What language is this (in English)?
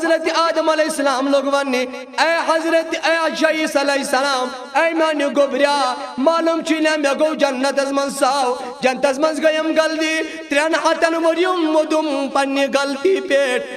Kashmiri